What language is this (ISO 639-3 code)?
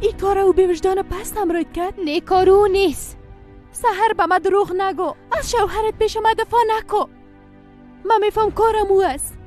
fas